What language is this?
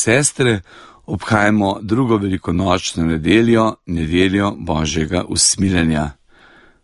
Slovenian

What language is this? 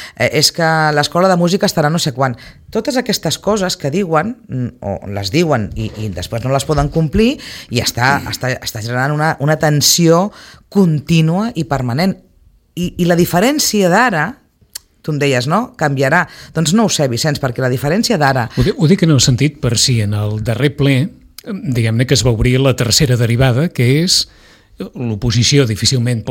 Catalan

